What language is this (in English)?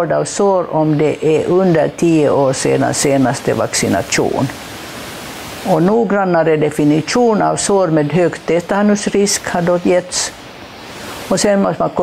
Swedish